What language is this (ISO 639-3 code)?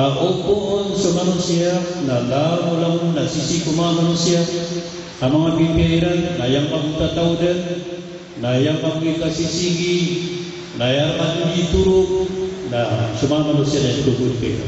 mrw